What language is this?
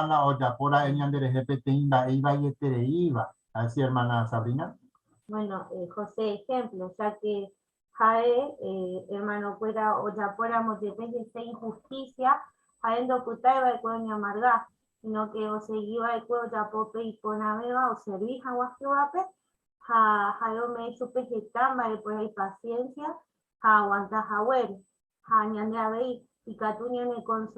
Guarani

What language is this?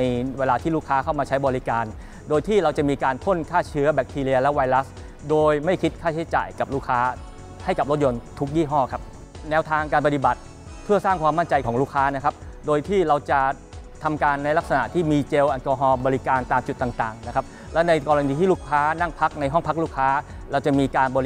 Thai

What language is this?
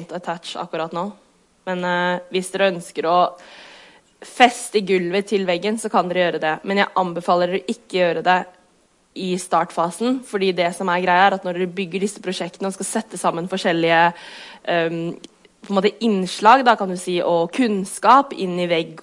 Norwegian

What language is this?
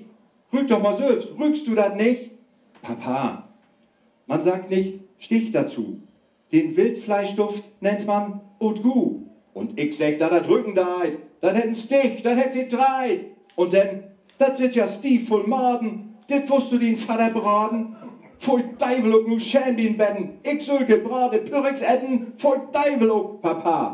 Low German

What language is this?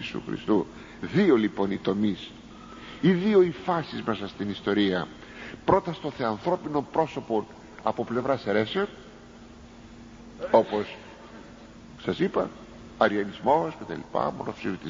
Greek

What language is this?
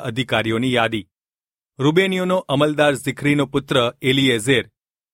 Gujarati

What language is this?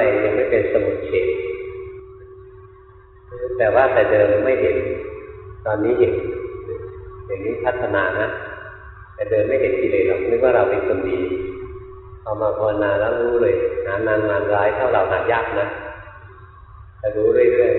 Thai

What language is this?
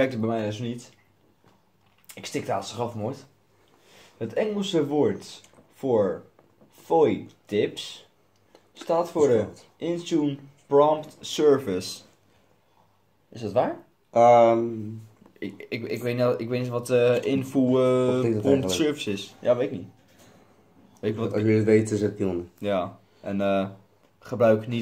Dutch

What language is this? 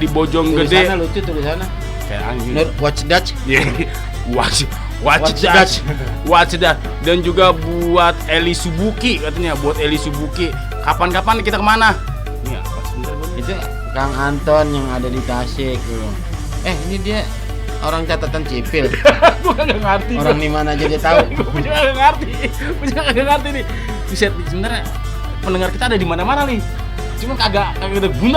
Betawi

